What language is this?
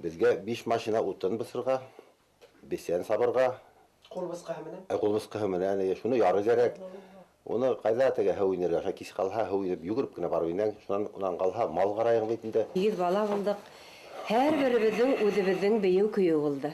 Bashkir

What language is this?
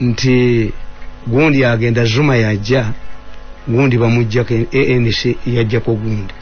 Ganda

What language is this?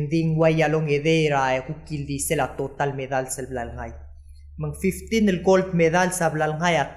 Palauan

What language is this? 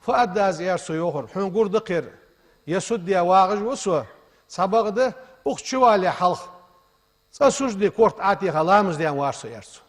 Ingush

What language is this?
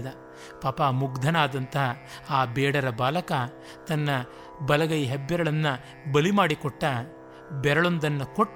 Kannada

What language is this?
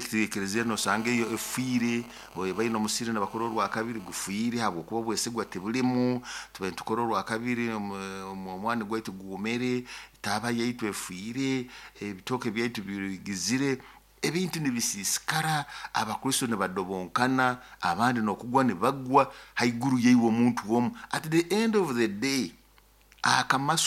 Nyoro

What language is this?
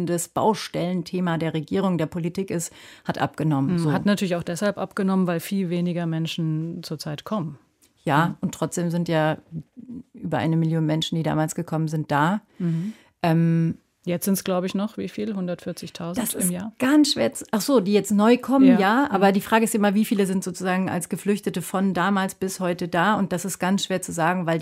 German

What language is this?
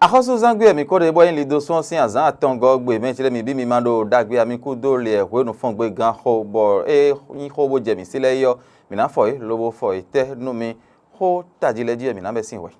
Fon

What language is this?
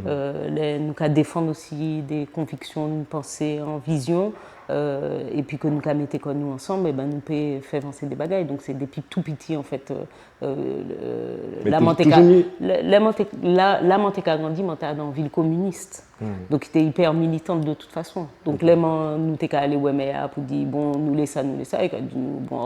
Guadeloupean Creole French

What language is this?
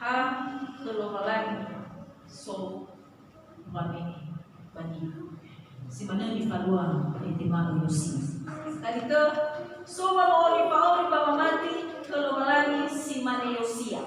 Nias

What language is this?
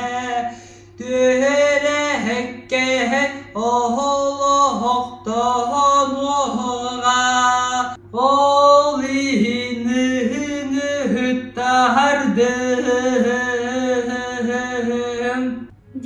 Yakut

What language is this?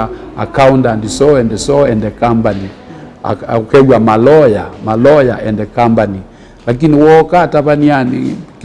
Kamba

